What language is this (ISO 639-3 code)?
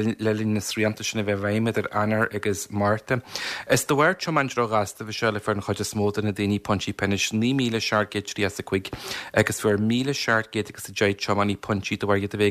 gle